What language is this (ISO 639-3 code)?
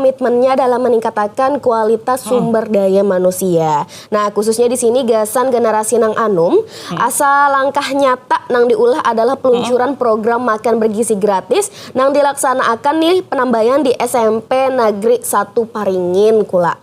bjn